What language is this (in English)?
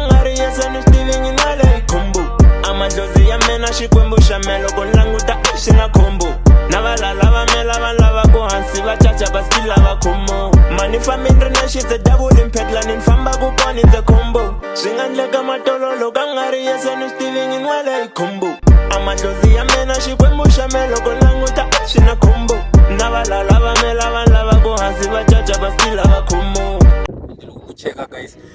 Tsonga